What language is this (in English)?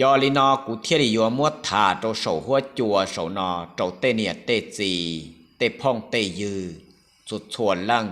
Hmong